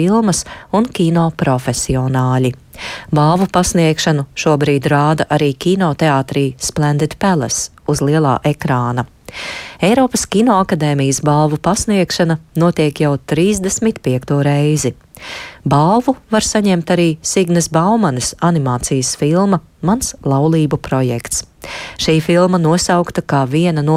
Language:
Latvian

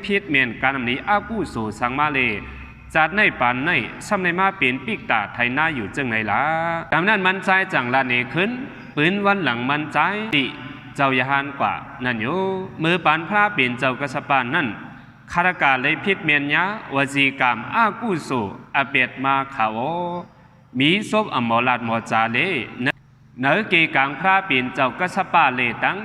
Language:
Shan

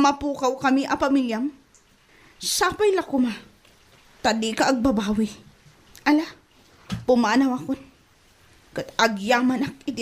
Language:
Iloko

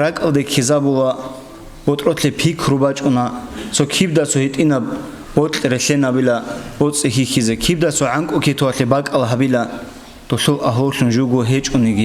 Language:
Avaric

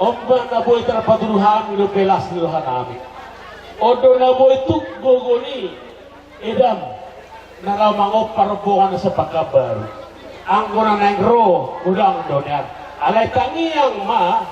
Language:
Batak Toba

